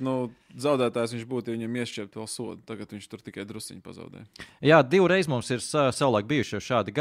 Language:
Latvian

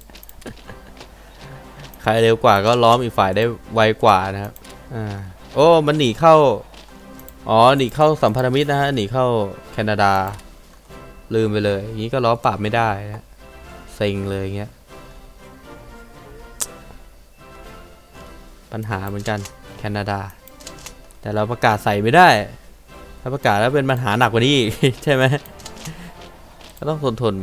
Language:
Thai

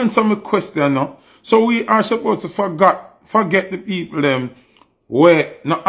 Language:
Jamaican Creole English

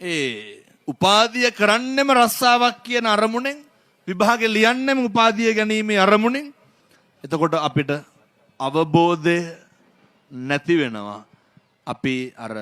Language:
Sinhala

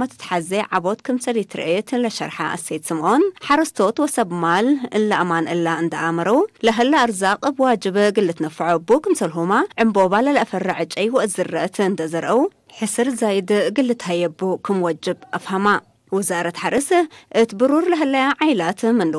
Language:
Tigre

